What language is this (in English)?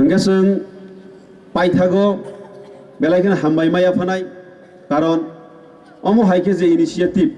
Kok Borok